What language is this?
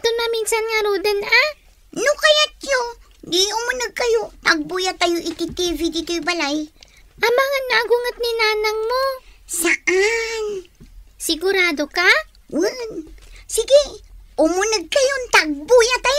Iloko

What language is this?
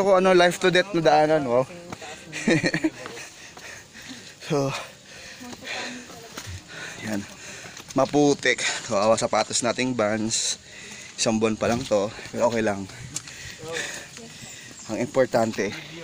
Filipino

